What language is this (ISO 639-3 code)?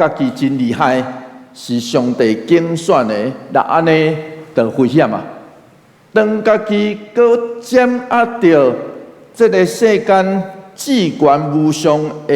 nan